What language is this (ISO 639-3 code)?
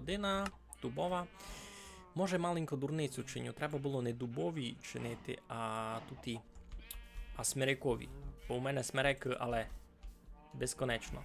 rue